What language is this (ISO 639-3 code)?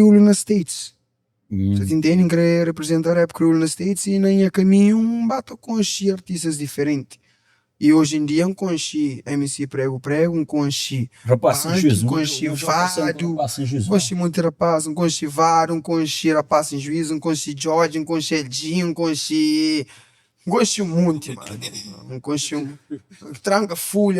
kea